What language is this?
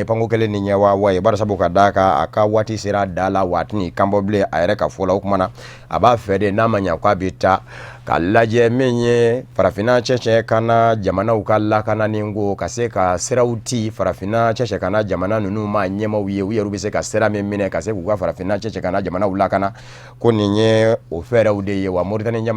Bambara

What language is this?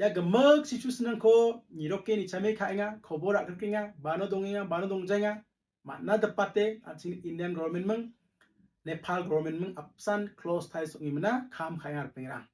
Garo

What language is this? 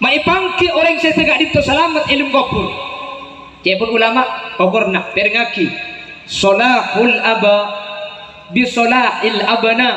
Madurese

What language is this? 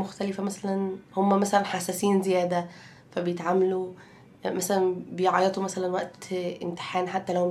Egyptian Arabic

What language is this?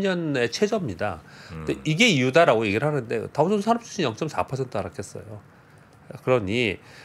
Korean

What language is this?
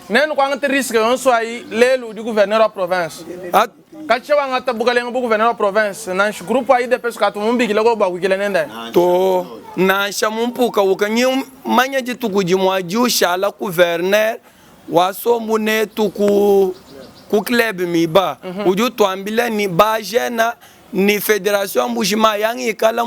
Luba-Lulua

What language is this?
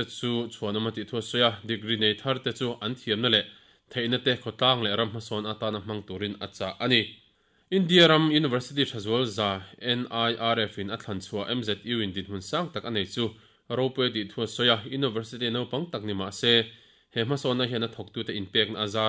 Mizo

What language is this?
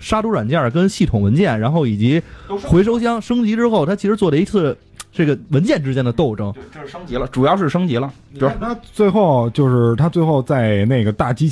Chinese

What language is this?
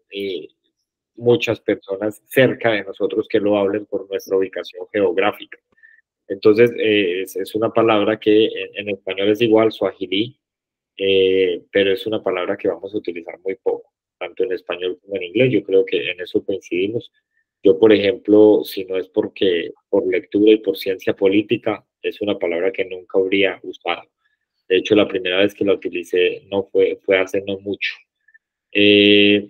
Spanish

